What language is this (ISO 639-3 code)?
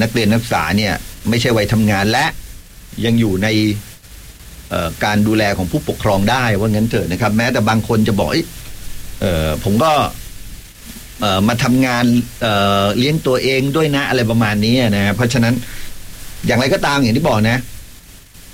tha